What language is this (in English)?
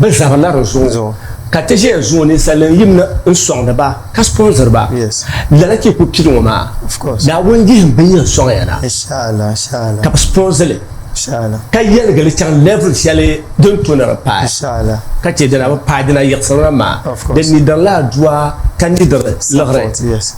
Dagbani